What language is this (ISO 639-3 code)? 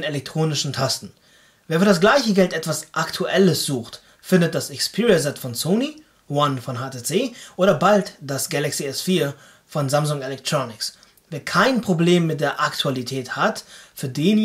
deu